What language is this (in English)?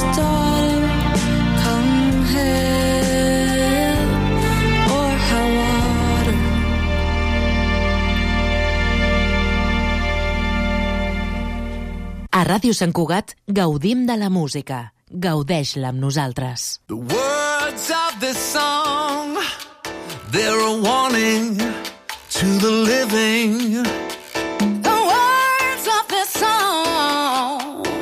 Catalan